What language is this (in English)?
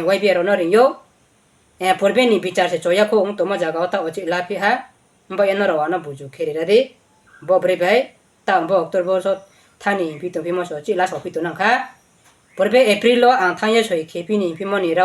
Riang (India)